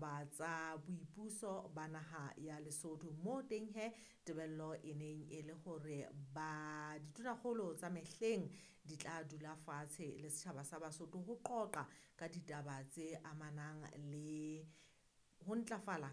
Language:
Southern Sotho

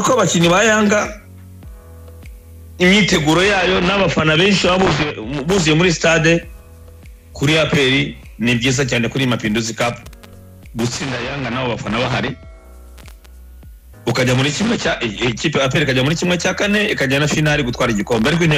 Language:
Kinyarwanda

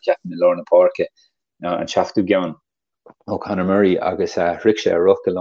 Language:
Irish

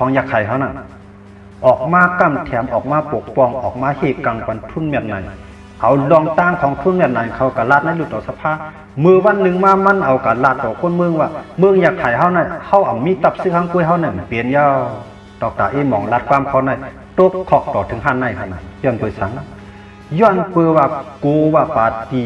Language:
Shan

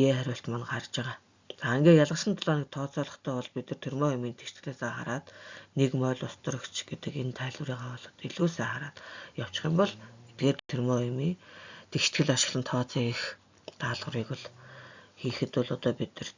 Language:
Mongolian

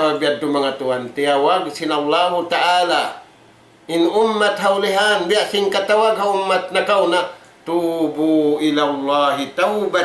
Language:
Tausug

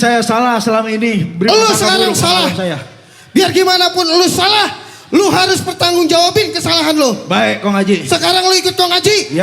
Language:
Betawi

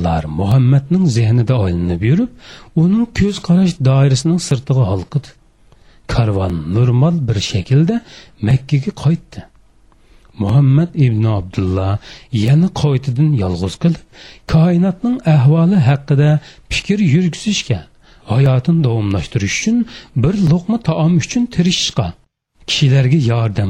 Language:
Uyghur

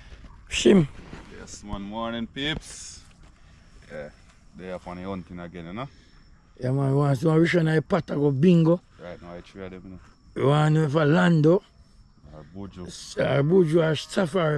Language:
Jamaican Creole English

